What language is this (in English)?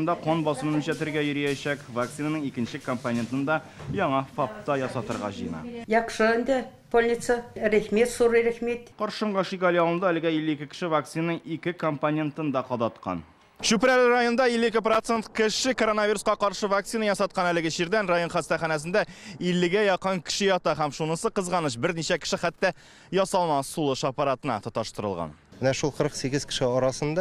Tatar